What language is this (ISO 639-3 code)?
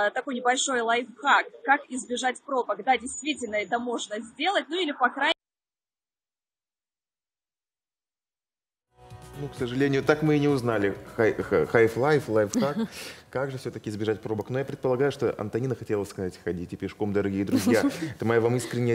rus